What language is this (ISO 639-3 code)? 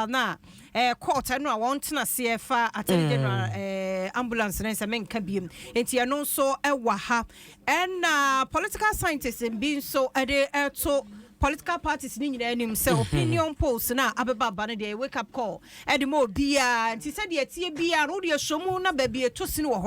aka